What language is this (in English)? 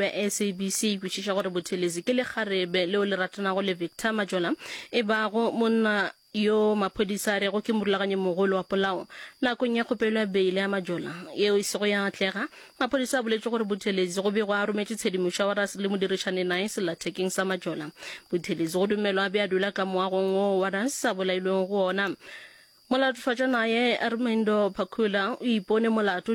Northern Sotho